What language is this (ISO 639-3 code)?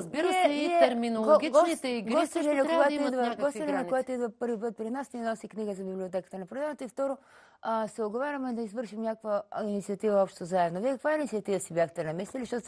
bul